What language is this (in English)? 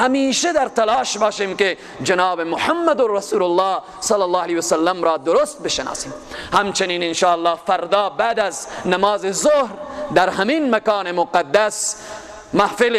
Persian